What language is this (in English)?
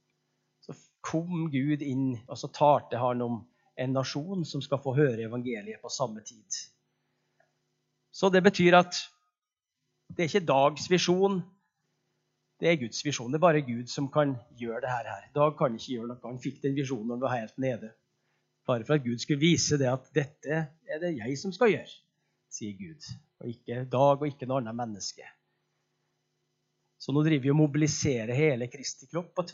Norwegian